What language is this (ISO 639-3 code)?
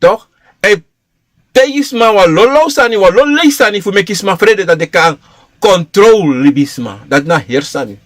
srn